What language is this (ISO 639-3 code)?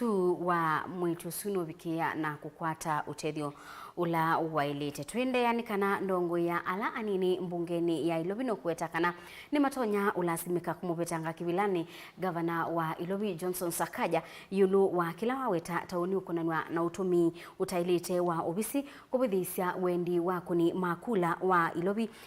kam